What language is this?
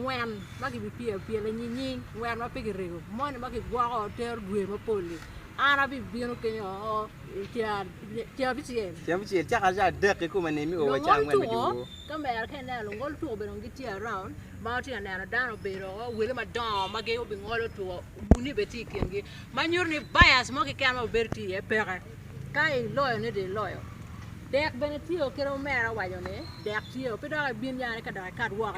Acoli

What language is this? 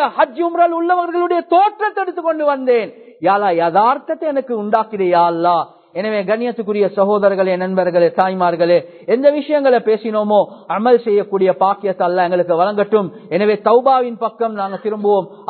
Tamil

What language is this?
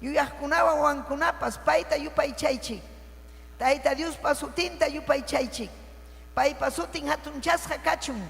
Ayacucho Quechua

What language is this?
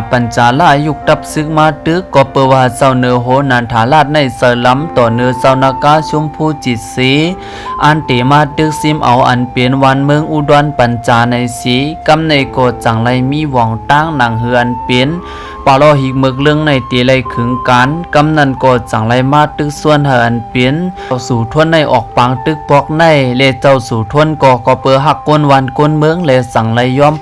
Shan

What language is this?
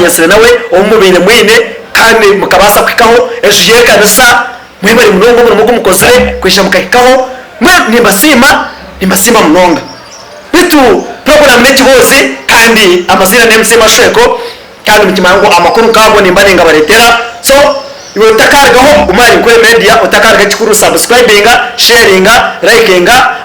Nyankole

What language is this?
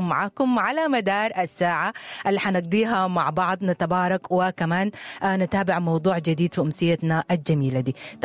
Sudanese Arabic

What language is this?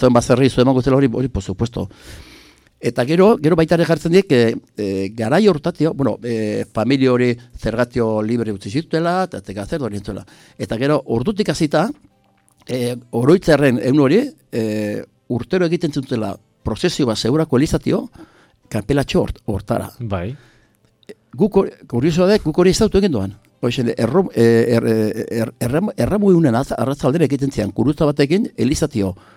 Basque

